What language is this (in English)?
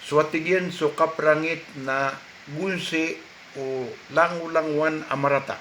Maranao